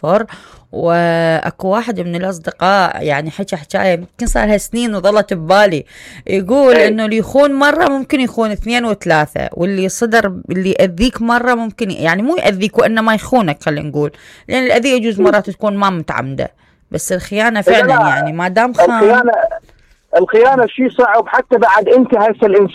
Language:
Mesopotamian Arabic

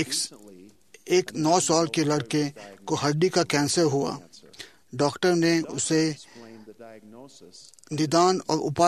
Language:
Hindi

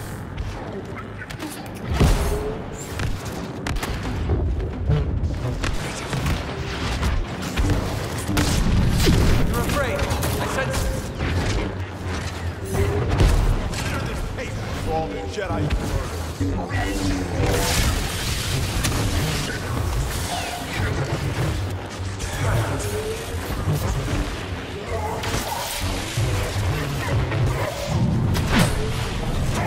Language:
English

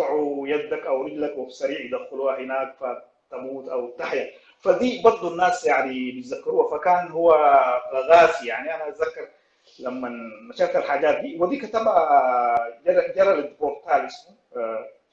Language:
Sudanese Arabic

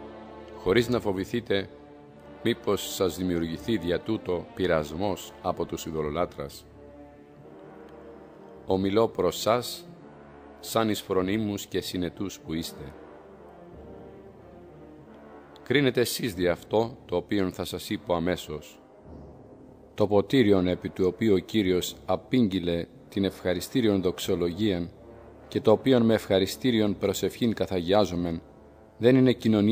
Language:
Greek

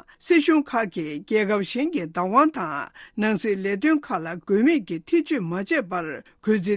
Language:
Tibetan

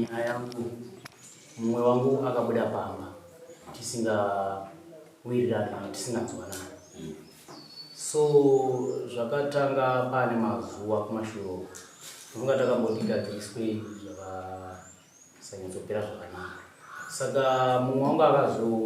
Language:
Shona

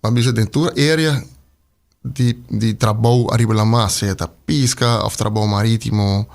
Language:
Papiamento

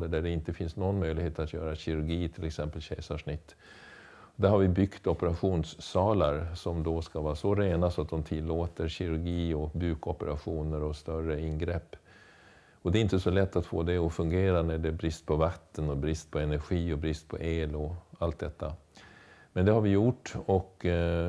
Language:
Swedish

